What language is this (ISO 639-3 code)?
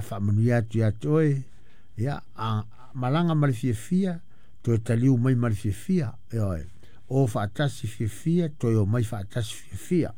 smo